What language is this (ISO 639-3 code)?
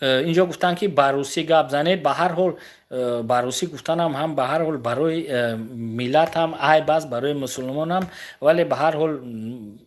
tgk